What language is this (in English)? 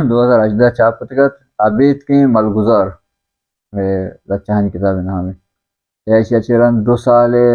Baluchi